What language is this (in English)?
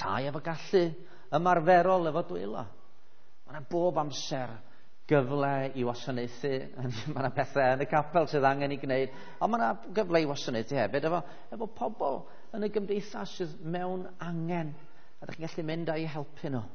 Welsh